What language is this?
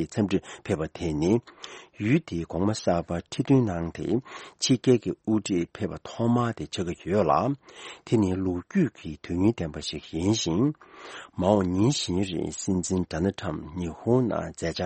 Tibetan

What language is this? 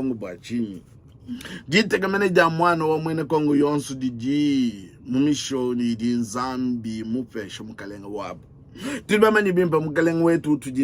Luba-Lulua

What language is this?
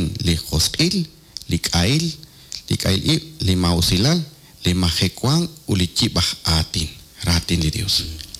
Kekchí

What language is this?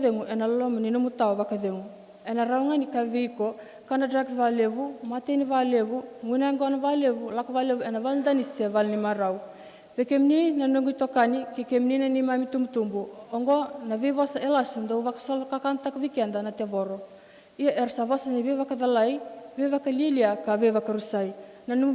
Fijian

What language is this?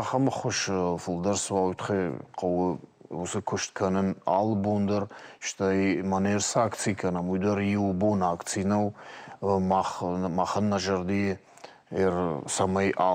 Ossetic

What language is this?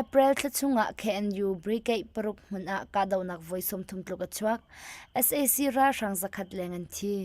Hakha Chin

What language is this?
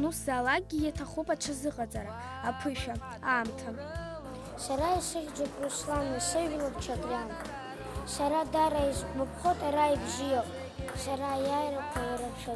Abkhazian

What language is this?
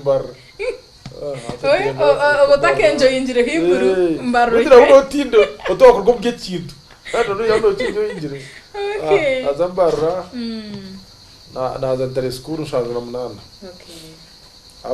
Nyankole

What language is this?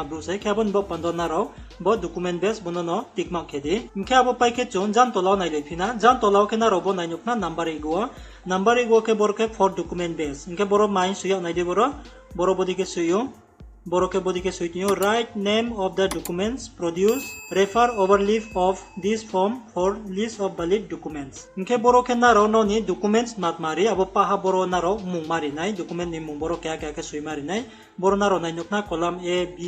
Riang (India)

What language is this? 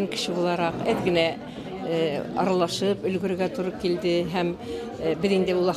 Bashkir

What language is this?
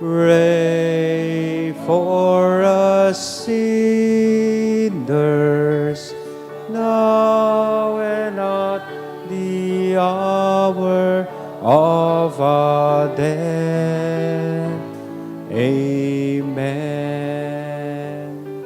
Bikol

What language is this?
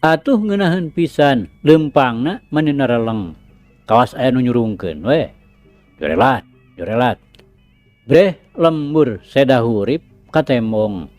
Sundanese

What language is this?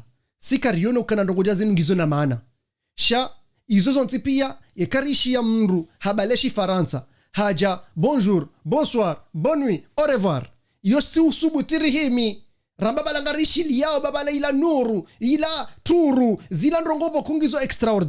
Ngazidja Comorian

